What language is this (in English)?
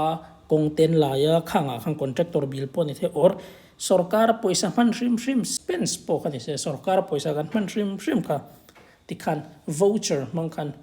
Mizo